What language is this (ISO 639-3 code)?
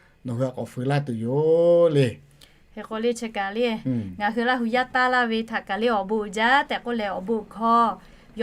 lhu